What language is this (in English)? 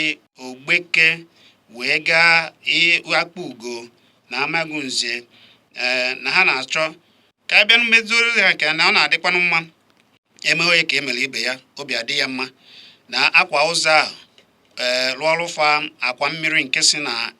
Igbo